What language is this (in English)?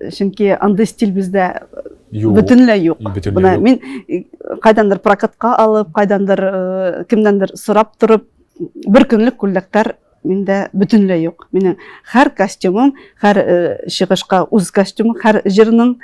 Tatar